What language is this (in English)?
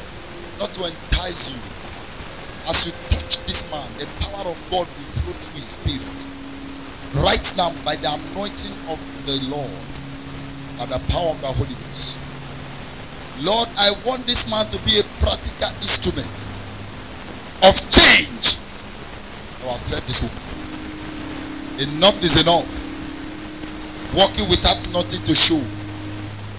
English